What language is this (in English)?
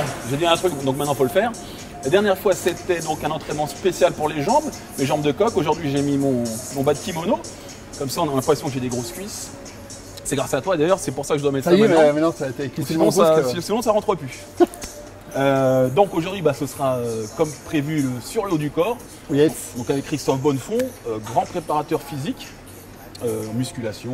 French